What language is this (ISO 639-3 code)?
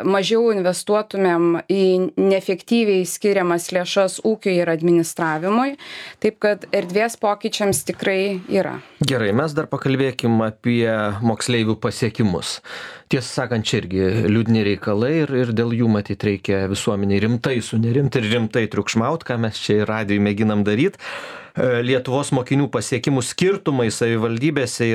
lit